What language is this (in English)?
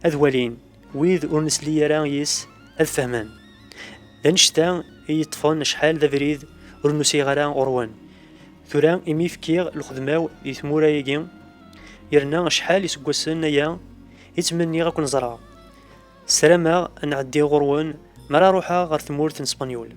Kabyle